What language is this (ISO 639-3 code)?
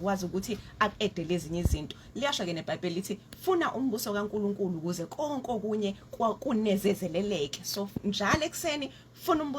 zul